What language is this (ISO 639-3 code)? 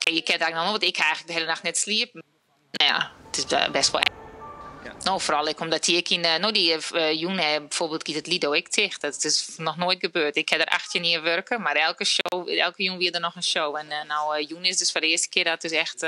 fry